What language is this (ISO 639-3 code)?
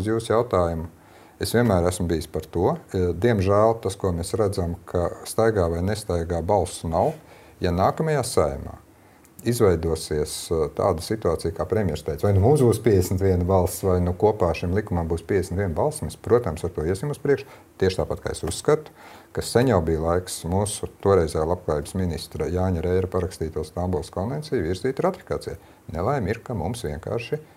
lav